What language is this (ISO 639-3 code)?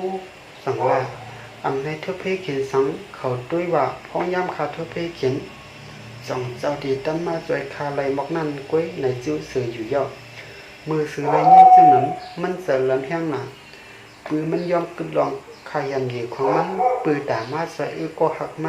shn